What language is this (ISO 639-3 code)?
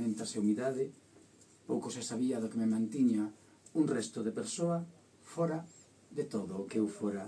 glg